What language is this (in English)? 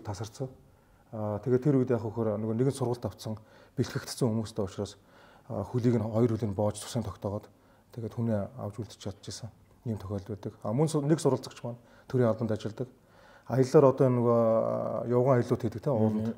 Mongolian